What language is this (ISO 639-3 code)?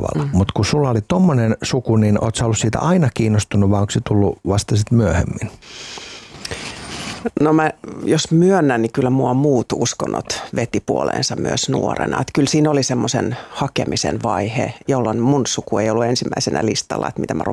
fin